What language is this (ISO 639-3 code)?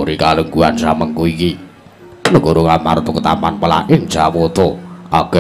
jav